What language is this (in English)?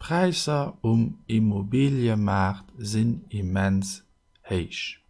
Luxembourgish